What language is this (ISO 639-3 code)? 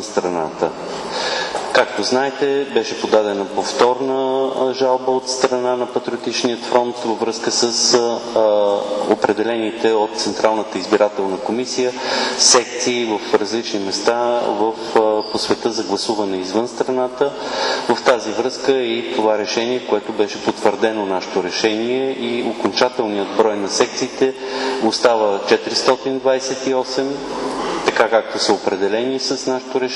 bul